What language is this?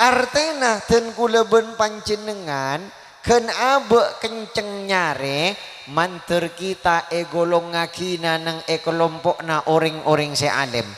Madurese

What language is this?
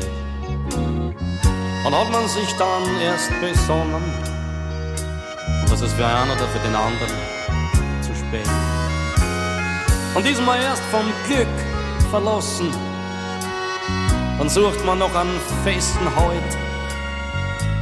German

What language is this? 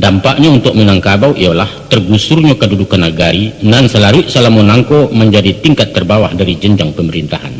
Minangkabau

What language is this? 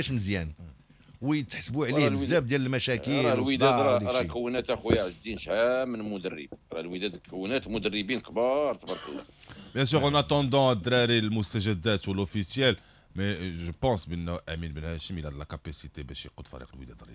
Moroccan Arabic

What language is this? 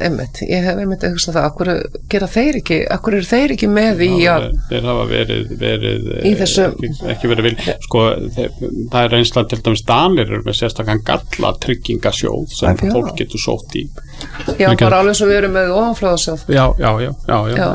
Icelandic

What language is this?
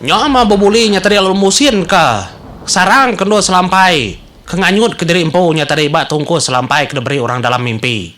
Iban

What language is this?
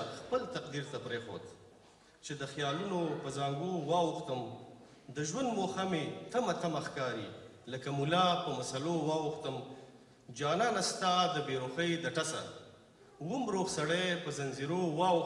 Pashto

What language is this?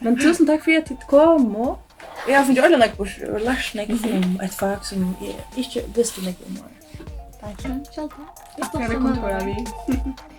Faroese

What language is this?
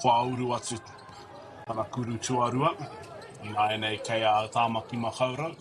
Māori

